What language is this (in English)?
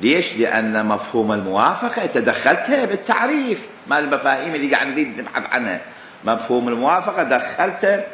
Mesopotamian Arabic